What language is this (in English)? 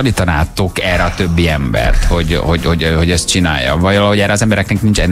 Hungarian